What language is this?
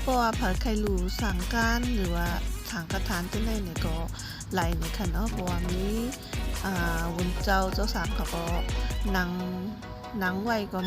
Shan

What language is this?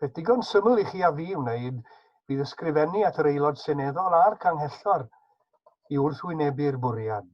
Welsh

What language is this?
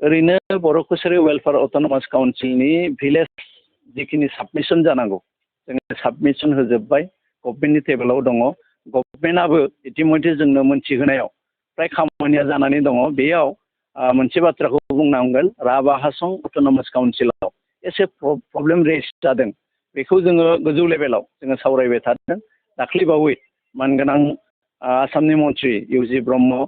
Bodo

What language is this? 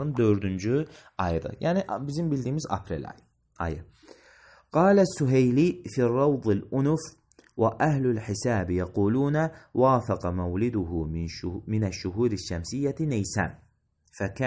Azerbaijani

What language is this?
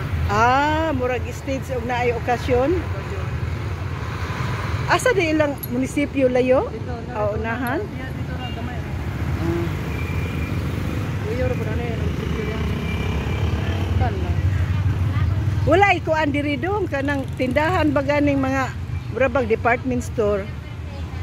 Cebuano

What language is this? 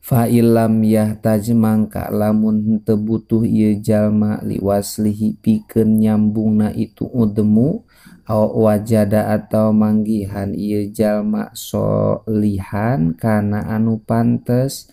Sundanese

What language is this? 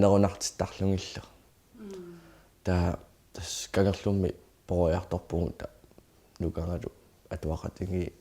Kalaallisut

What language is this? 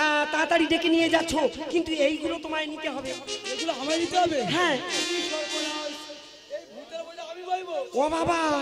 Bangla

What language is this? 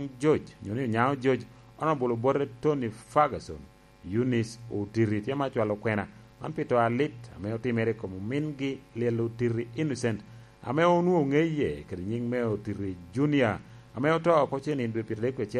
Lango (Uganda)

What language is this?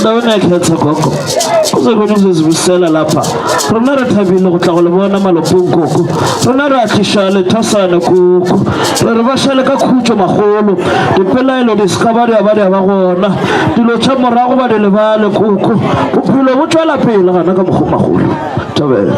Northern Sotho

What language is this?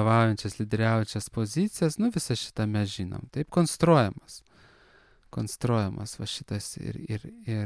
Lithuanian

